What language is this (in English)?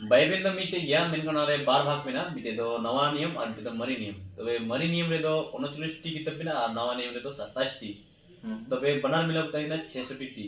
Santali